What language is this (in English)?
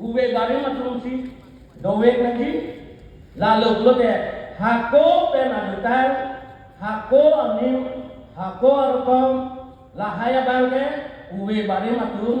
Karbi